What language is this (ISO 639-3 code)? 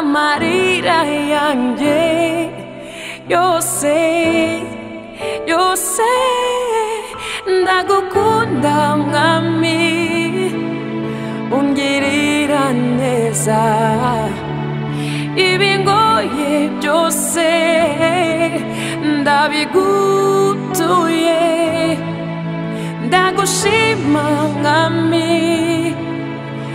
kin